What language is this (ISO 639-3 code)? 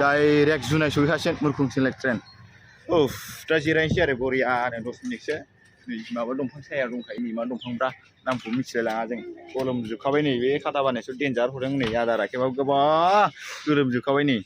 brx